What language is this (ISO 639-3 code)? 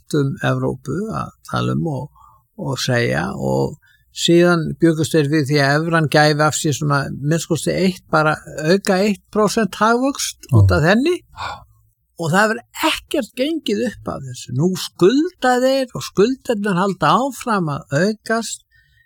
isl